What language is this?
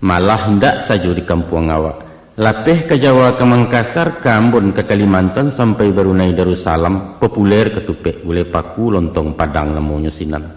Minangkabau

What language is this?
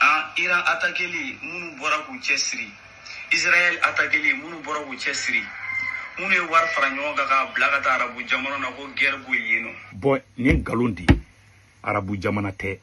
Bambara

